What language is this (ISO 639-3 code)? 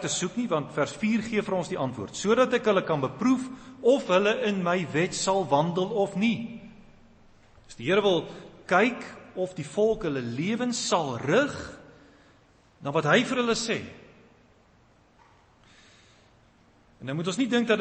afr